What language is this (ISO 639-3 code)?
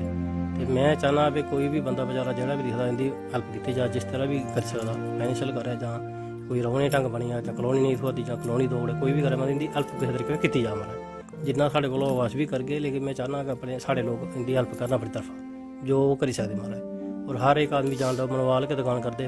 doi